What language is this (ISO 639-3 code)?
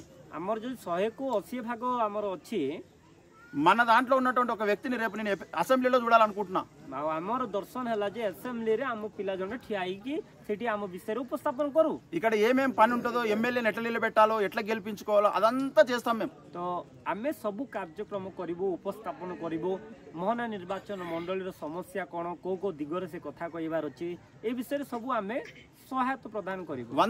tel